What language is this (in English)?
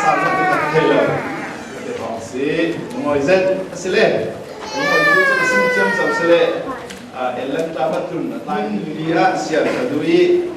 Falam Chin